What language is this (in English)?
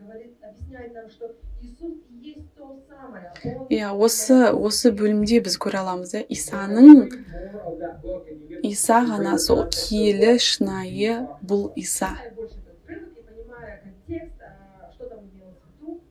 Kazakh